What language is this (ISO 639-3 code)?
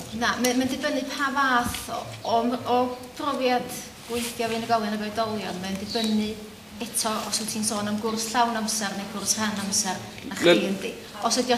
cym